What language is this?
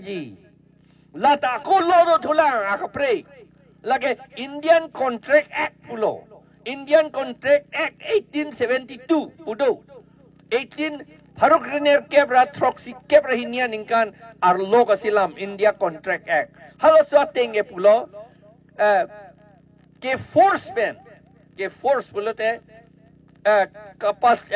Karbi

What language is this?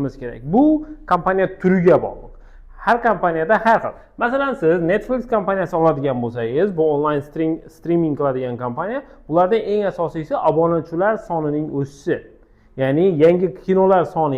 Uzbek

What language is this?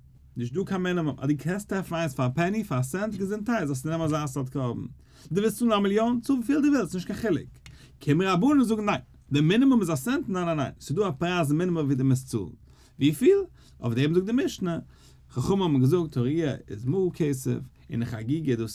Yiddish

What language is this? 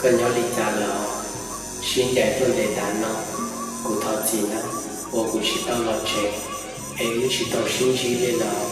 Hmong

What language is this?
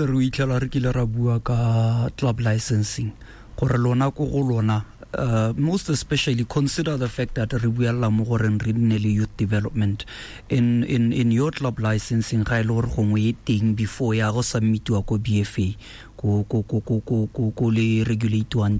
Tswana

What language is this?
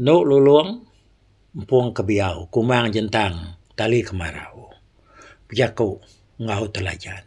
Iban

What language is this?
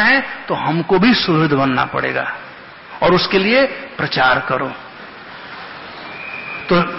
Hindi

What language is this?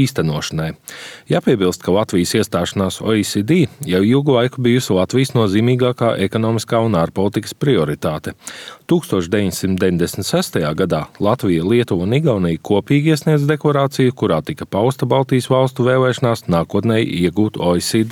Latvian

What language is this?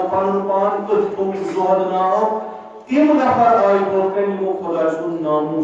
Kashmiri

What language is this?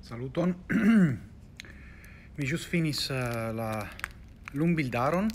Esperanto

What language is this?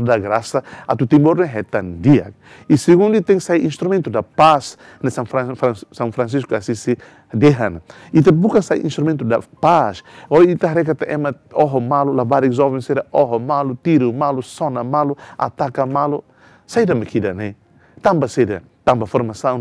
Tetum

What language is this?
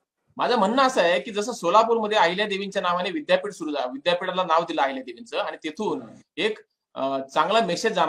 Marathi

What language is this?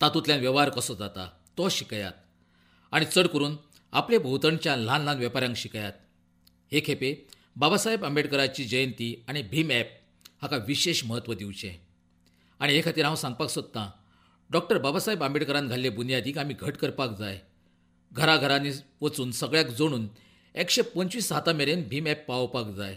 Konkani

